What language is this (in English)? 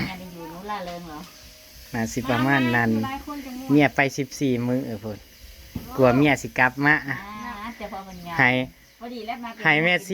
Northeastern Thai